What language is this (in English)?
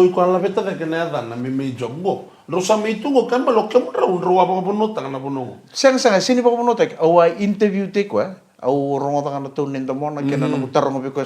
Fijian